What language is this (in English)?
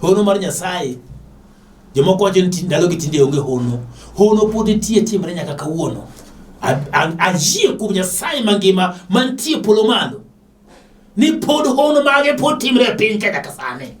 Luo (Kenya and Tanzania)